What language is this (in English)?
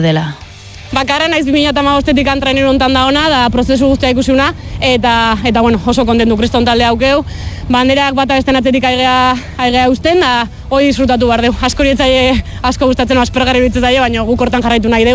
Basque